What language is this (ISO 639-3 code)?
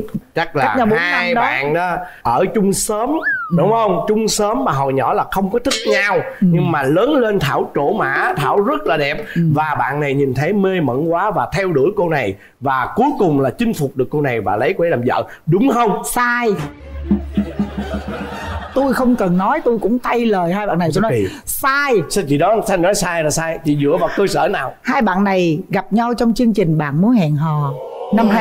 vie